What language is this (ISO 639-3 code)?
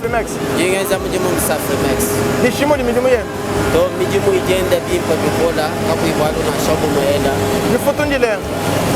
lua